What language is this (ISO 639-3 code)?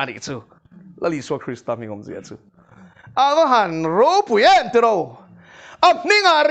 lus